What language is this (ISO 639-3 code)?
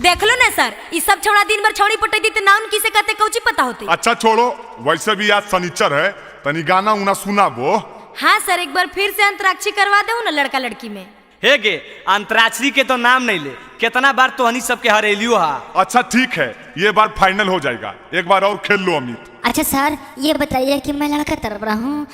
mag